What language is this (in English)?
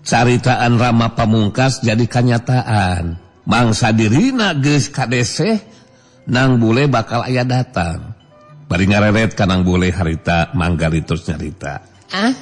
Sundanese